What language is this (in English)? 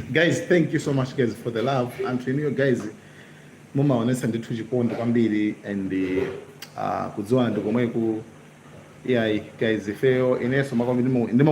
Nyanja